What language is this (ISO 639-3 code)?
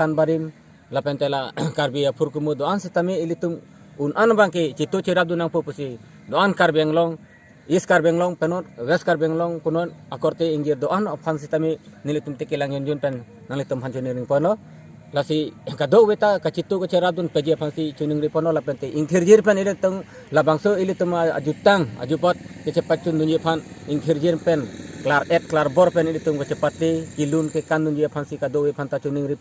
mjw